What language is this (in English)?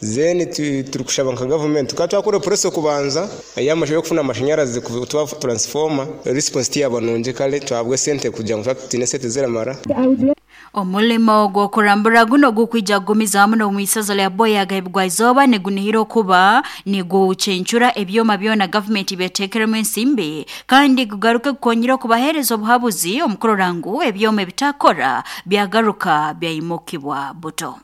Nyoro